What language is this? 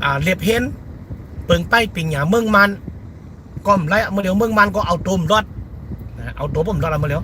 Shan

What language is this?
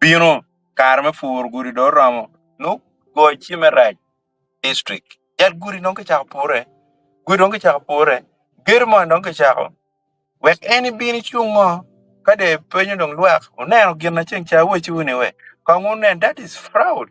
Acoli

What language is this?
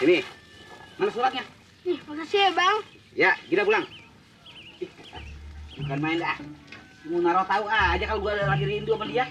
Betawi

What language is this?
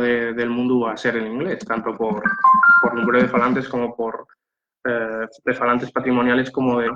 Asturian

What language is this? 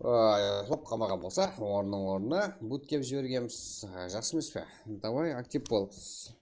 Kara-Kalpak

